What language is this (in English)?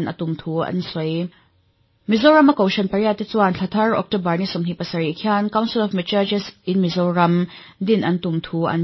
Mizo